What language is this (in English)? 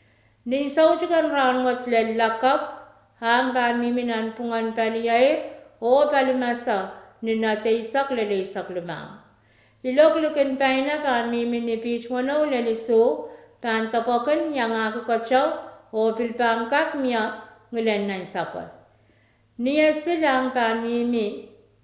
Pohnpeian